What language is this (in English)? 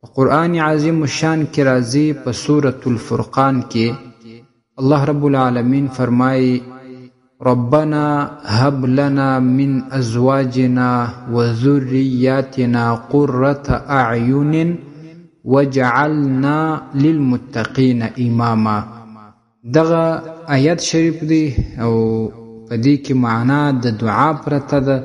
Pashto